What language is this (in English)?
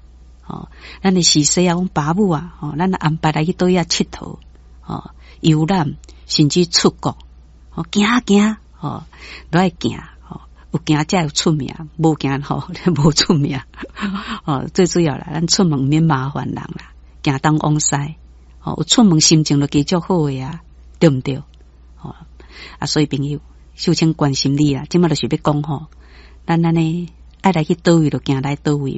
Min Nan Chinese